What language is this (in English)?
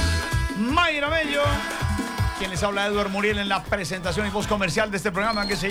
Spanish